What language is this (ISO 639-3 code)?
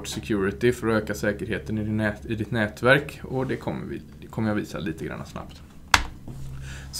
swe